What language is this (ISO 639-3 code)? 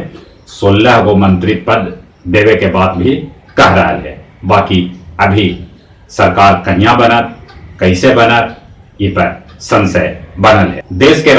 mag